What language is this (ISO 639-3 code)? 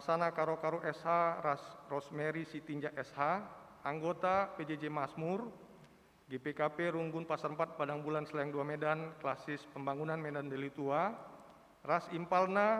btx